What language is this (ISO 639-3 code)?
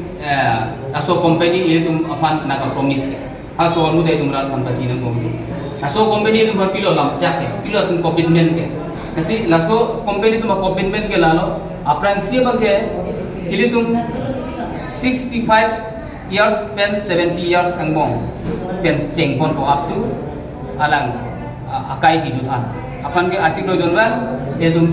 mjw